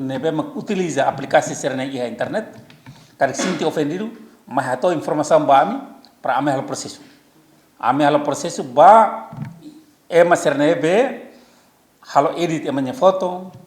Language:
Tetum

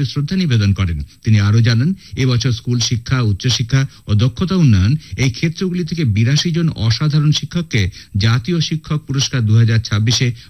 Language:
Bangla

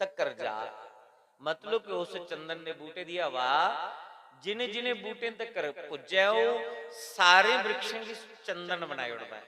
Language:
Dogri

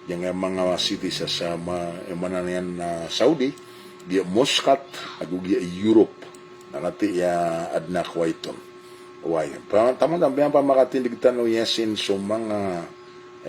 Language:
Maranao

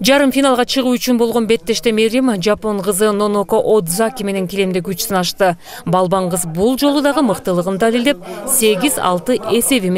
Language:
Kyrgyz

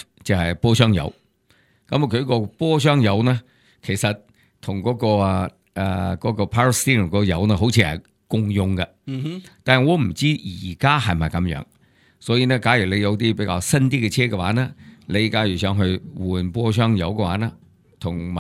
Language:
Cantonese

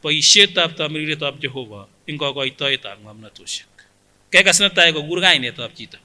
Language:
Kipsigis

